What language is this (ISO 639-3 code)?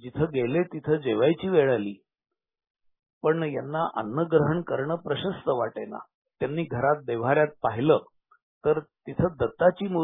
mar